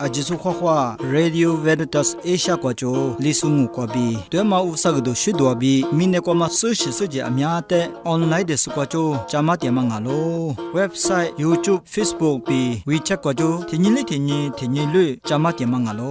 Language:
Lisu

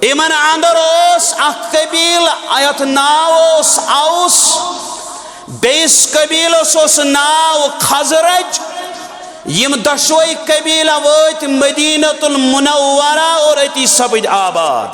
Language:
Kashmiri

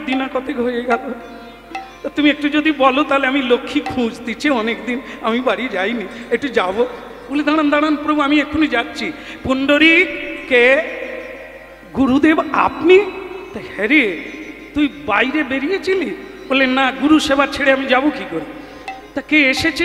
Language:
Bangla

